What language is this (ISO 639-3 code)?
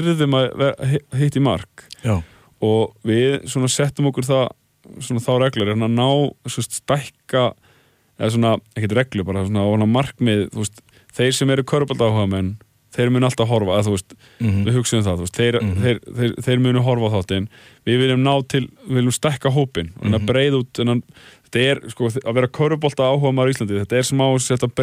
isl